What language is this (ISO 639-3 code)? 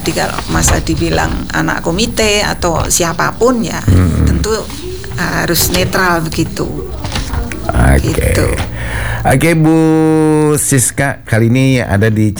ind